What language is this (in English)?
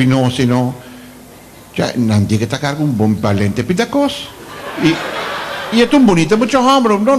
Papiamento